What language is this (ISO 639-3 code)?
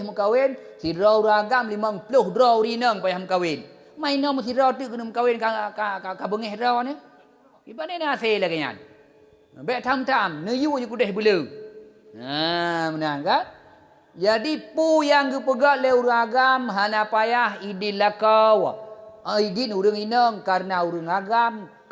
ace